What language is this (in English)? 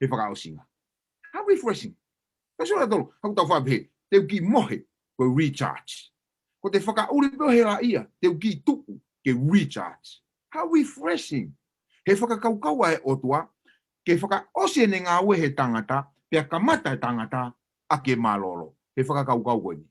Tongan